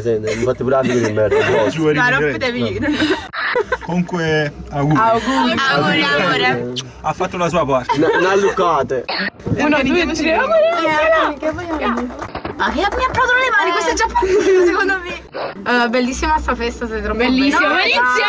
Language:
Italian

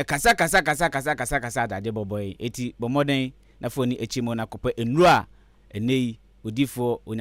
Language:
Akan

